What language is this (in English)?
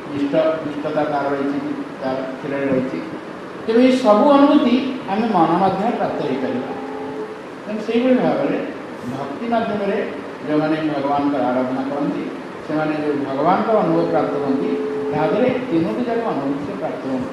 Odia